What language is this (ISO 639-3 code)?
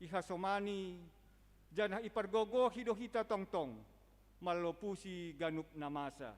bts